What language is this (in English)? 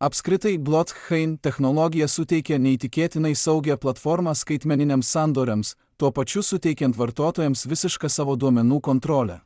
Lithuanian